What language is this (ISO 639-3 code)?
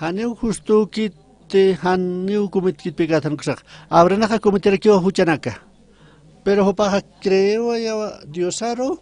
aym